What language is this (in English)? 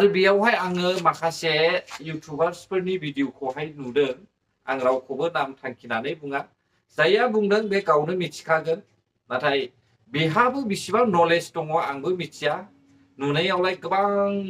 Bodo